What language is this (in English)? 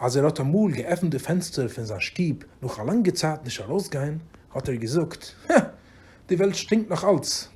Yiddish